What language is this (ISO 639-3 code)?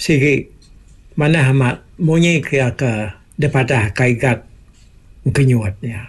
iba